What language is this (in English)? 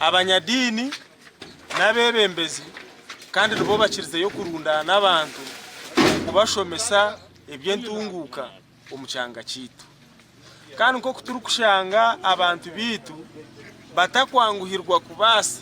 Nyankole